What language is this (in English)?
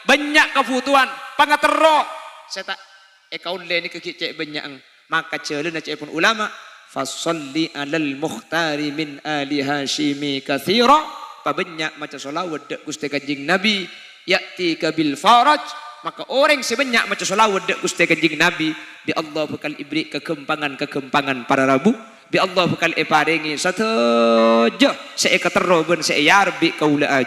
Madurese